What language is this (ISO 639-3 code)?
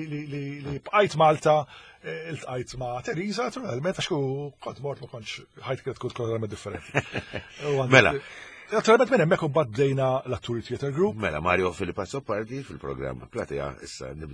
mlt